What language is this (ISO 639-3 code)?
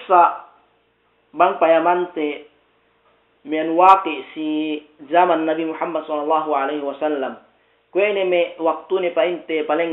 yka